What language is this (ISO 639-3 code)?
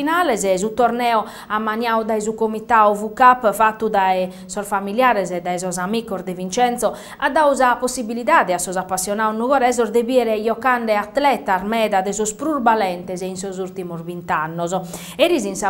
srd